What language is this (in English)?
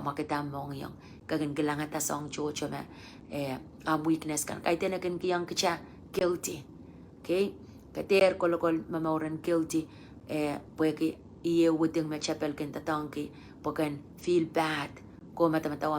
Pohnpeian